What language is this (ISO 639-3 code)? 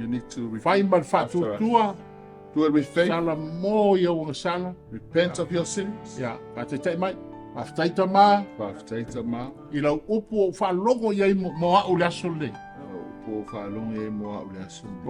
smo